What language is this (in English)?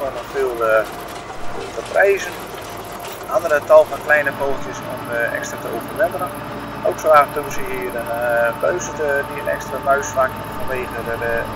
Dutch